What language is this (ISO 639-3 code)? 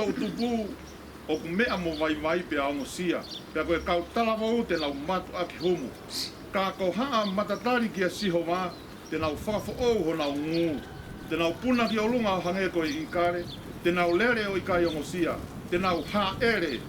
ton